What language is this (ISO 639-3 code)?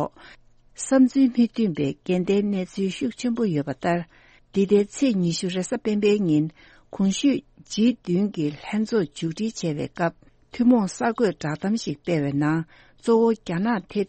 bod